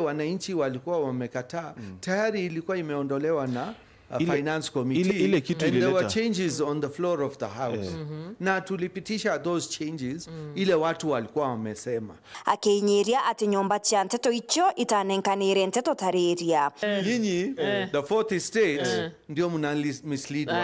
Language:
Meru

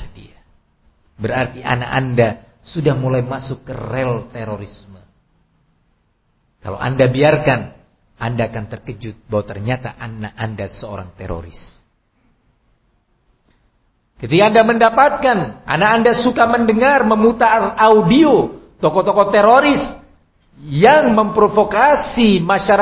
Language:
Indonesian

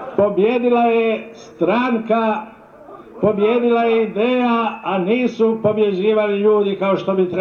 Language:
Croatian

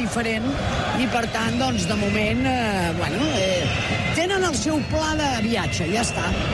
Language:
Catalan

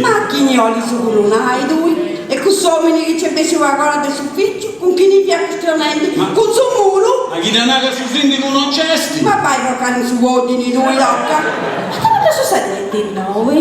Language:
Sardinian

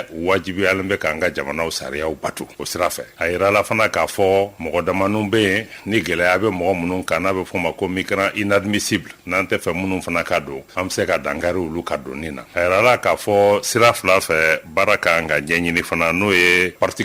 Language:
Bambara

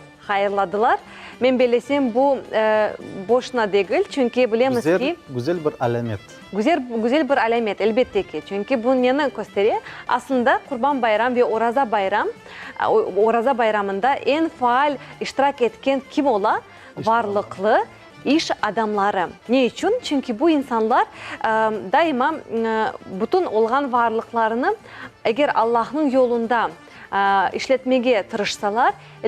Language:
Crimean Tatar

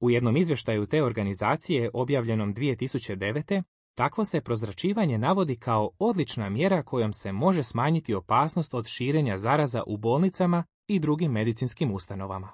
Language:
Croatian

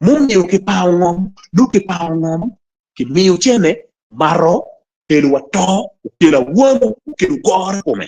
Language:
Acoli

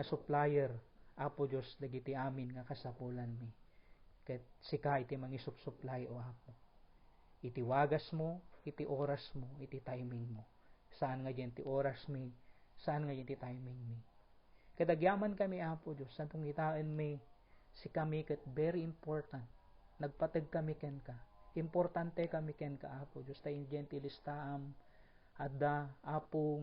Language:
Iloko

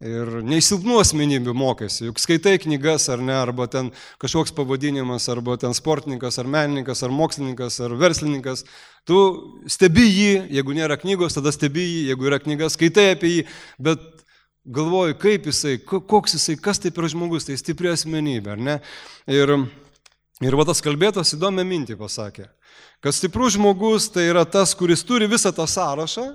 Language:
Lithuanian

